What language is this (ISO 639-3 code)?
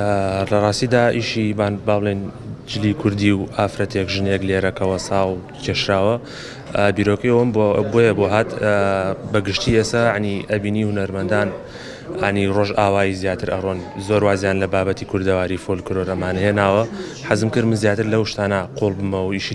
ckb